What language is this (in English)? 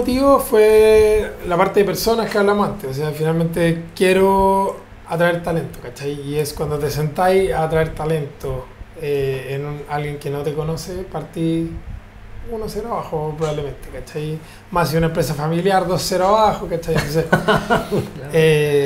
Spanish